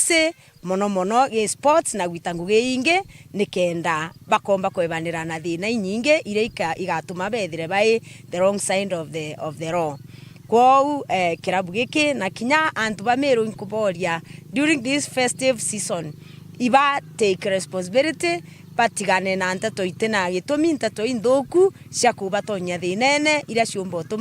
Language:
Meru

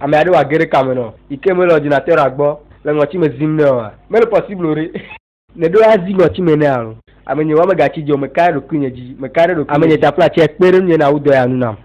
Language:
Ewe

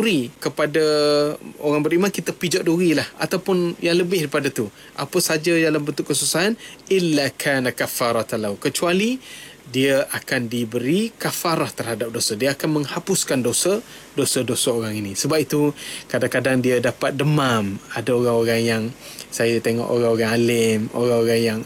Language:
Malay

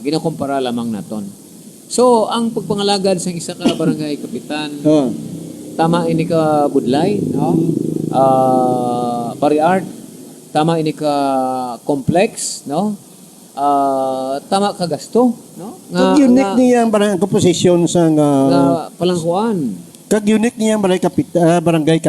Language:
Hiligaynon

